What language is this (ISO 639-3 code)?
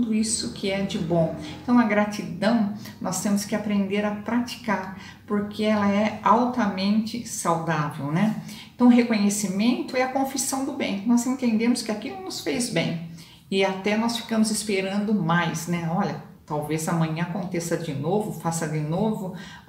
por